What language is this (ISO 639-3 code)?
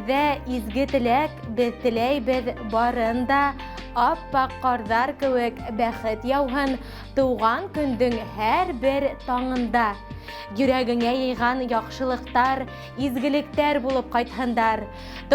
bak